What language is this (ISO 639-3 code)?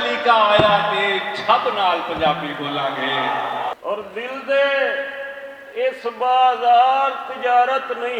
lah